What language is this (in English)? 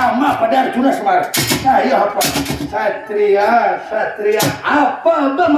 Banjar